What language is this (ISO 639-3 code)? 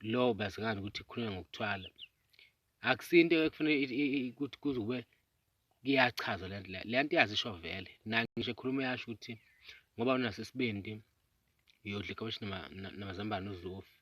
zul